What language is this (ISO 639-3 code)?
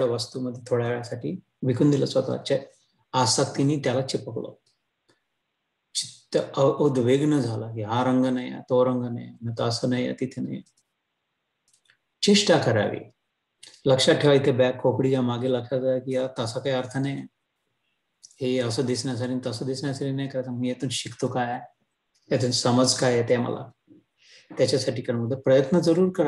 mar